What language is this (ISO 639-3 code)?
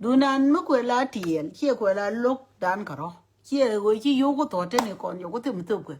nus